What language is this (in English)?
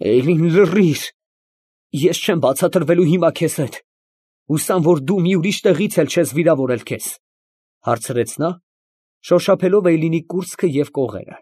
Armenian